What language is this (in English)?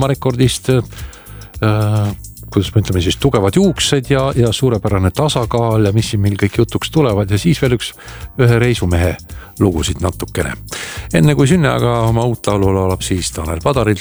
Estonian